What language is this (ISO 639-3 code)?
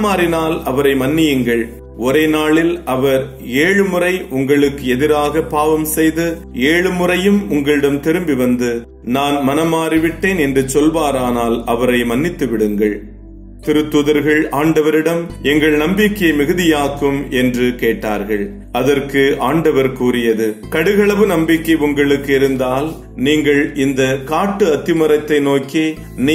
tam